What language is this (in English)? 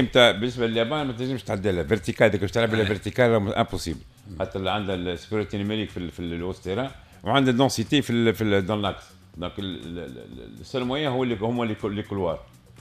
Tunisian Arabic